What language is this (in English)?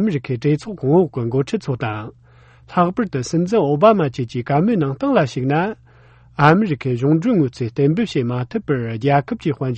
Tibetan